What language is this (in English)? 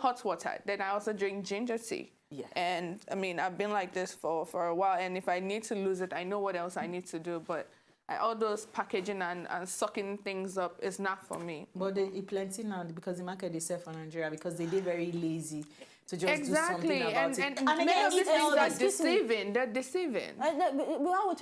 Nigerian Pidgin